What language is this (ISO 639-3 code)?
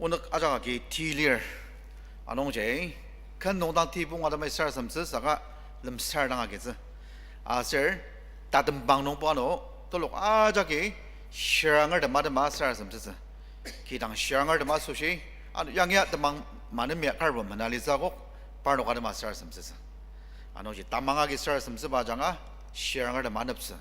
njo